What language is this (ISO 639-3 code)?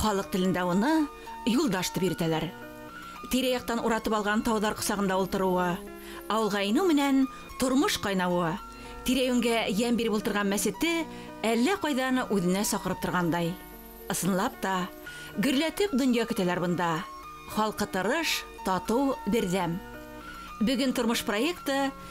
bak